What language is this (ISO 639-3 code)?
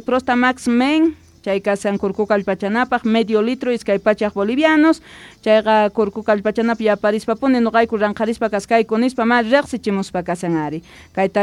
que